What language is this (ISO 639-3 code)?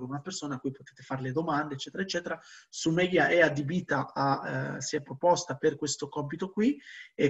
ita